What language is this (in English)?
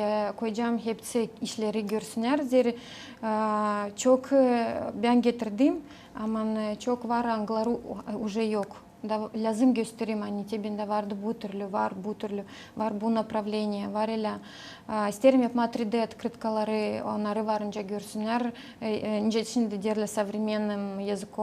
Gagauz